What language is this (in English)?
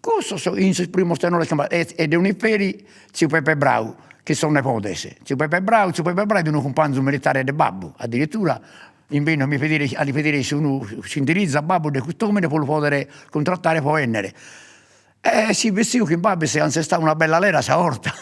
Sardinian